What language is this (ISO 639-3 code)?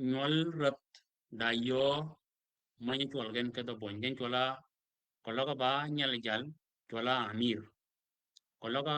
shk